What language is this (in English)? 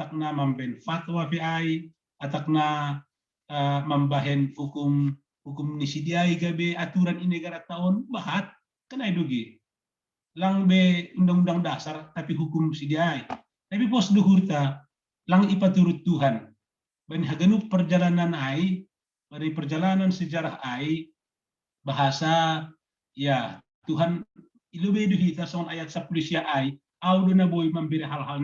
Batak Simalungun